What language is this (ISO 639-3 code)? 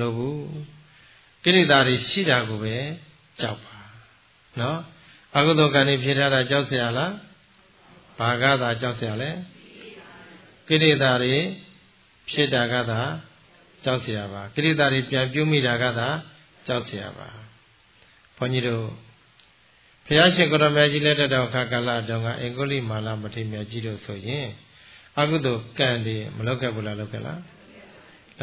mya